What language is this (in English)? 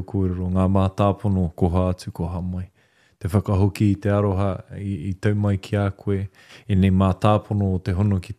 Māori